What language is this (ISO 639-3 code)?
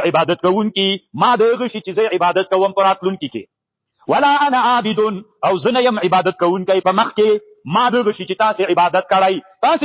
pus